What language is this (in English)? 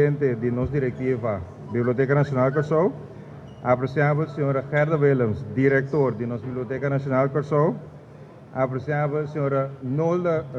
Papiamento